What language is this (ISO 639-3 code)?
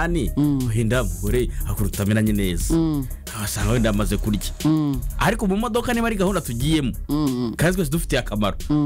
kin